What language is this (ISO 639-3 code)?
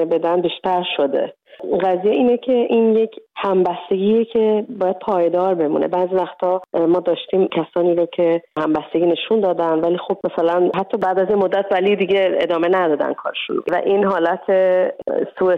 fas